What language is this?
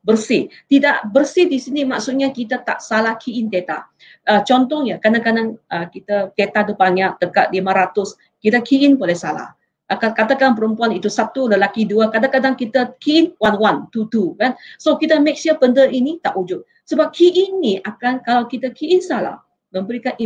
Malay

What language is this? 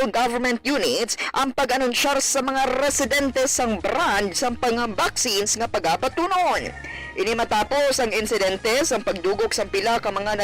Hiligaynon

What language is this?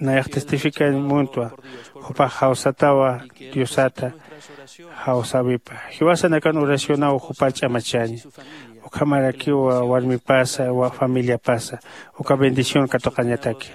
Aymara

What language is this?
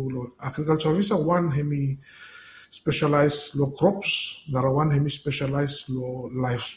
Bislama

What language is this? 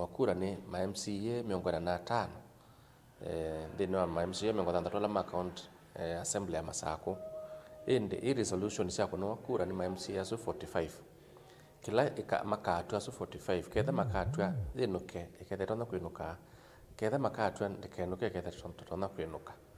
Kamba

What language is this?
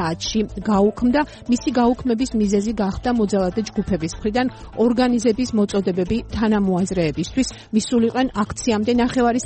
Georgian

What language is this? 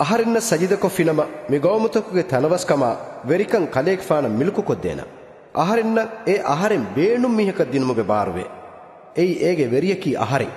Divehi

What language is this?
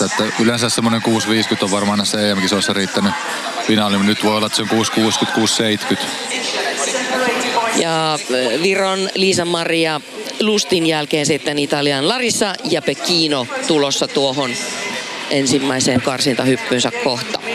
Finnish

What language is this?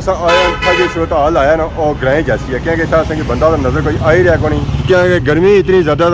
Pahari-Potwari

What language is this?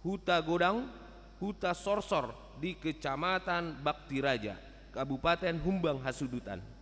Batak Toba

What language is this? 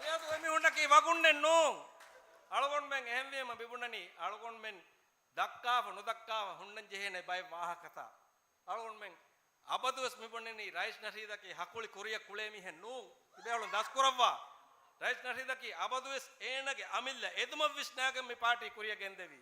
Divehi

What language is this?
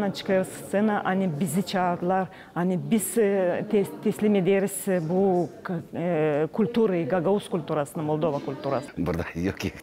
Gagauz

